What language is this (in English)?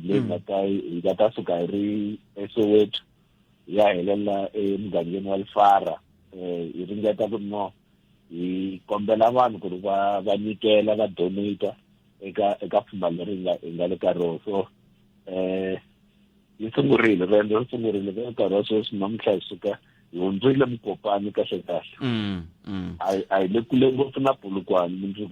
Tsonga